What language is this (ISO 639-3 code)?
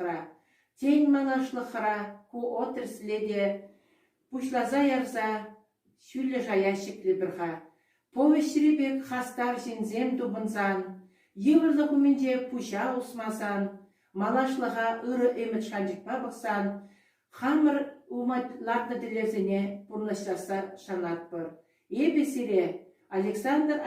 chv